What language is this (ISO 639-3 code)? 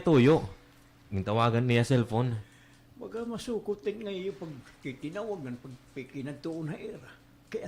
war